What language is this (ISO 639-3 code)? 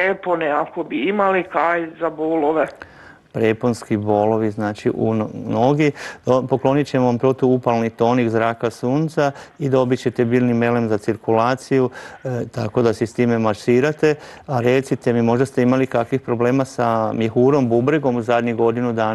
hrv